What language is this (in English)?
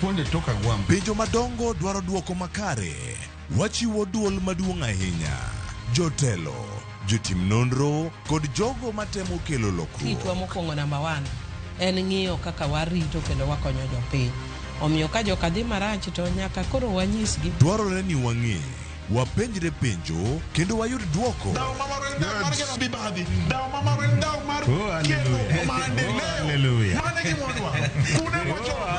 Luo (Kenya and Tanzania)